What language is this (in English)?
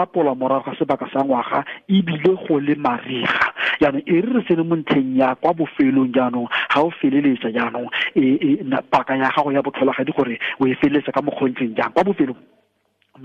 Tswana